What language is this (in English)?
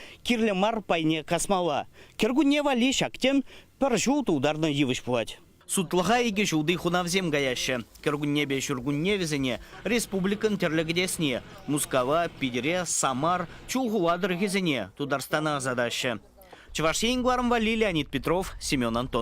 Chuvash